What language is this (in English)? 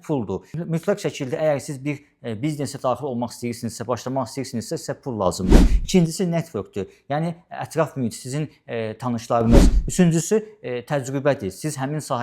Azerbaijani